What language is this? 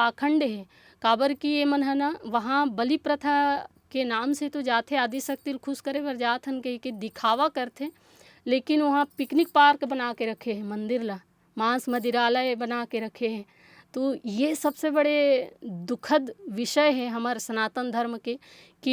Chhattisgarhi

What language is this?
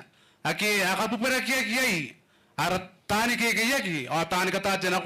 Gilbertese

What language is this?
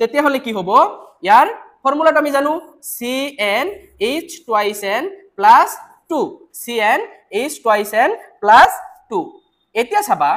Assamese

